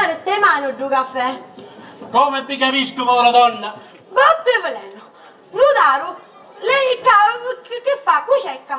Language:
Sicilian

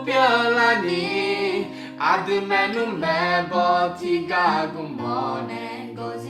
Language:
Akha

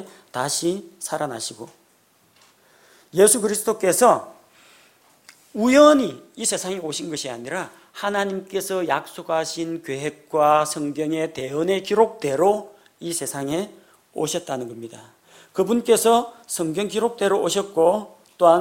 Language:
Korean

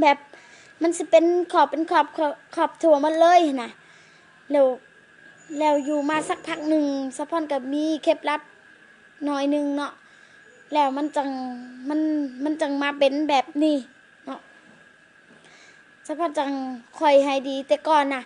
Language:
Lao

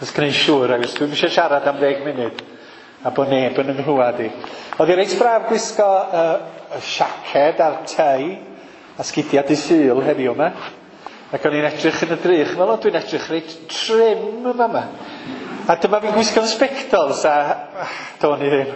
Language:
Welsh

